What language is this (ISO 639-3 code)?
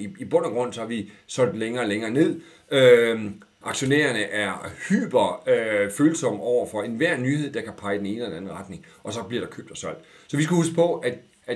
dan